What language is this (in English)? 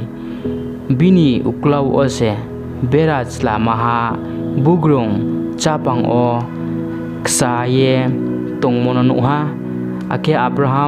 Riang (India)